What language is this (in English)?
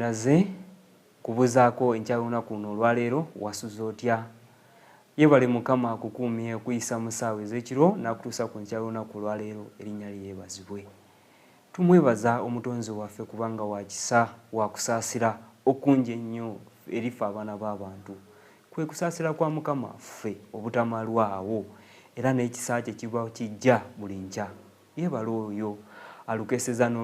Ganda